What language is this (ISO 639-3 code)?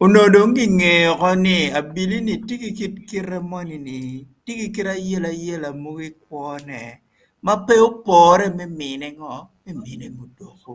ach